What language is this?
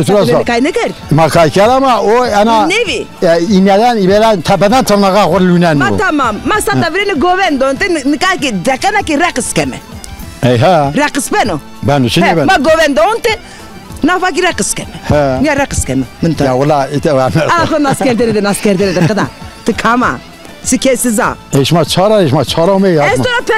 Zaza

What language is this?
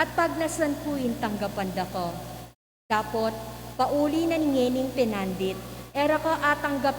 Pampanga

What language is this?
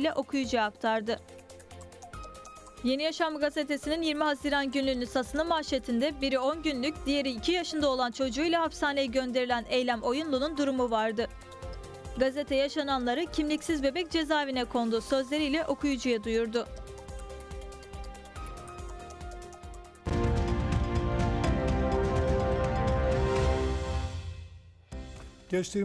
Turkish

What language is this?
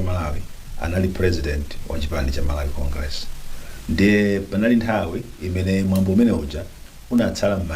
Nyanja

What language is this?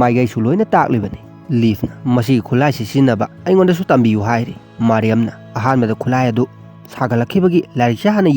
Manipuri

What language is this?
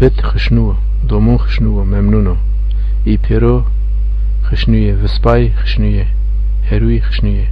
Zaza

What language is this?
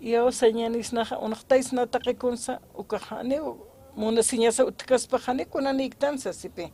Aymara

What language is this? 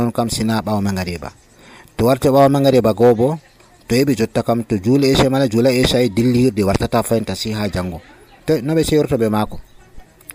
Nigerian Fulfulde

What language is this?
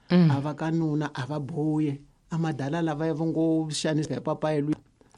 Tsonga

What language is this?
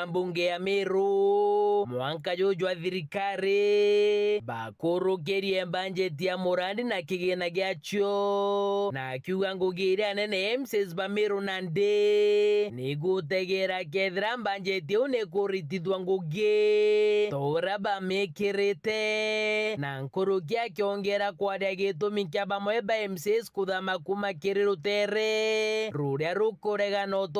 Meru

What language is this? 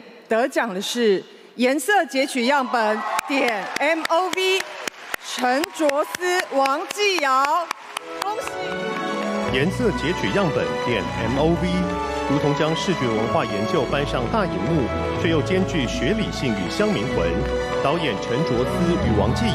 Chinese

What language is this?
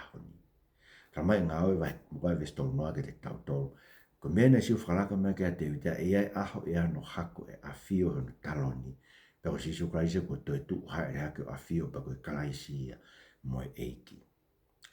Tongan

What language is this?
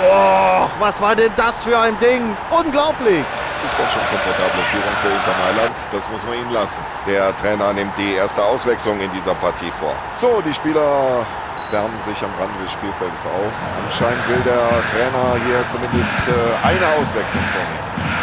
Bavarian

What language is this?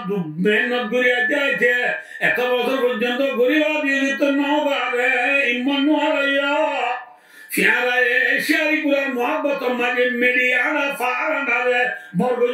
Rohingya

